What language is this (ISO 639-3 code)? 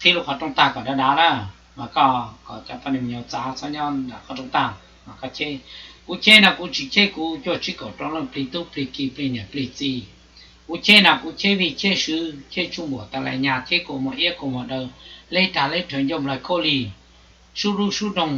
hmn